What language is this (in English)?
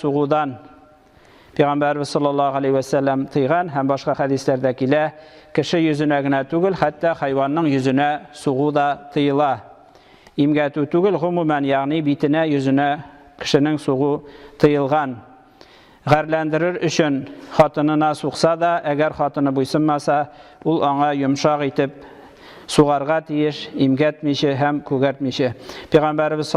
Tatar